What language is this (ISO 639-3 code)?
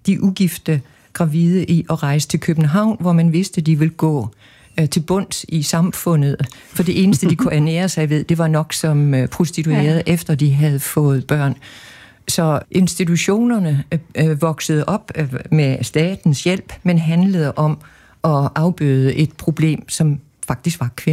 dan